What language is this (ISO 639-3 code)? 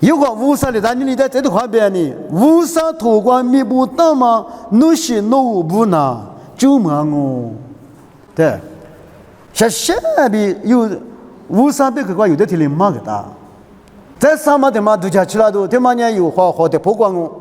lis